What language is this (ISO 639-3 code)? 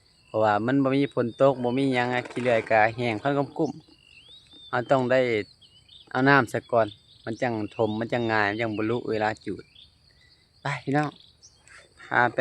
lao